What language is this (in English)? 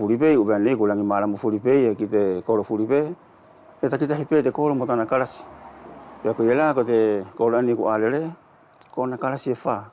Wallisian